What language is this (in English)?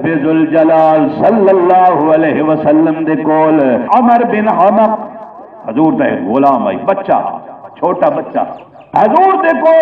Saraiki